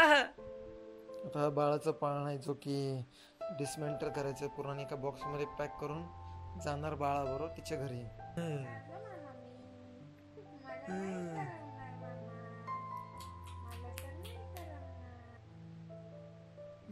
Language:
Marathi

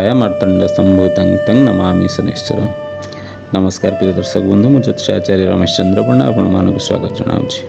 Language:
Odia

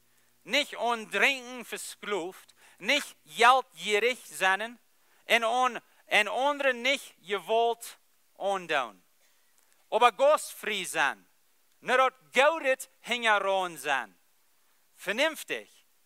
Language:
Plautdietsch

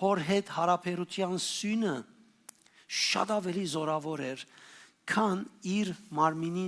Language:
Western Armenian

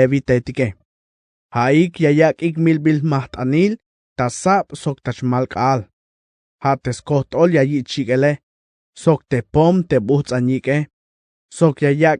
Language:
Tzeltal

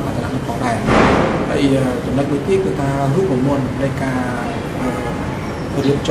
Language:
Khmer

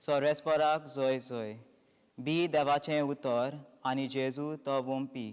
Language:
Konkani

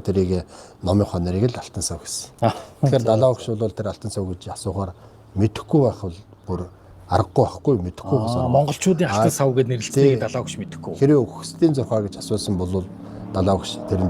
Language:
Mongolian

